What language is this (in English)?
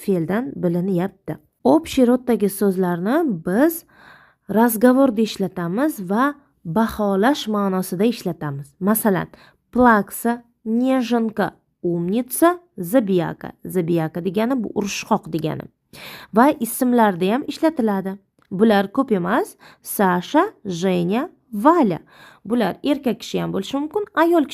Uzbek